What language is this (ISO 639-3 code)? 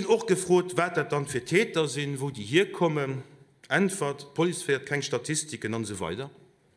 ltz